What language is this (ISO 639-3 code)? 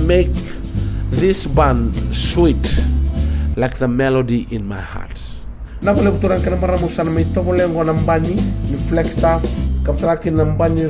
fij